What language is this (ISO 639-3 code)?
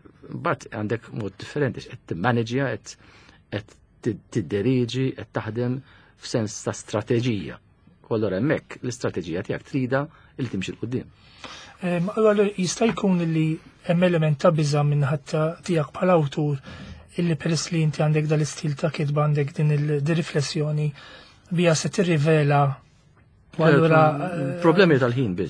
mlt